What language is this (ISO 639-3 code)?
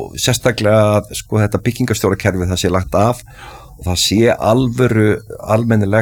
isl